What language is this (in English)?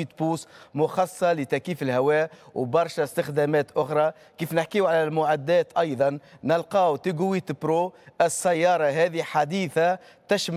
Tunisian Arabic